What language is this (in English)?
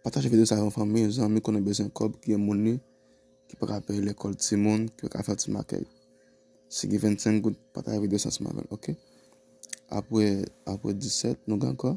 Haitian Creole